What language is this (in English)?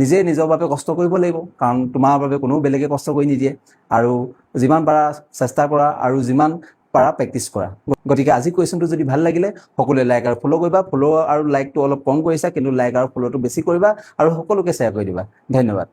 Assamese